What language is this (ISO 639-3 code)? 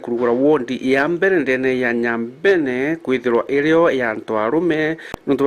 mer